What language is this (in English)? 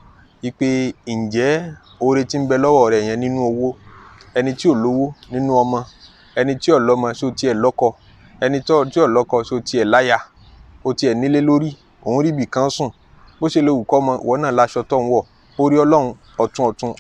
Yoruba